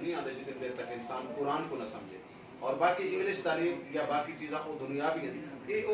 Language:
Saraiki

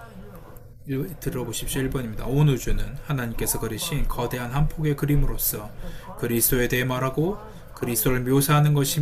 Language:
Korean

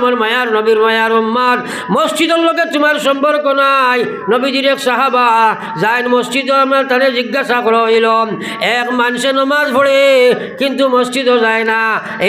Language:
Sylheti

